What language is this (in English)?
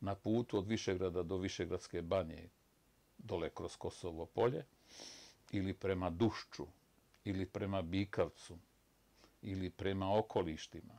Bosnian